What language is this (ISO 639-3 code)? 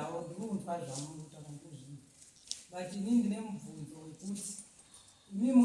sna